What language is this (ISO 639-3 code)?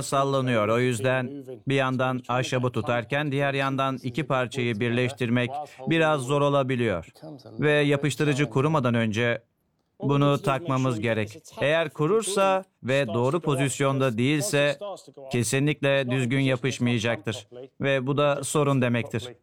tur